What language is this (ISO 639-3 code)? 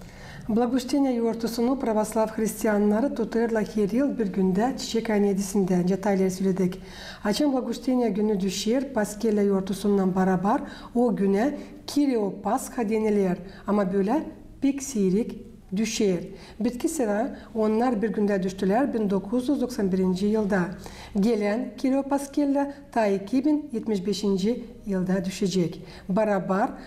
gag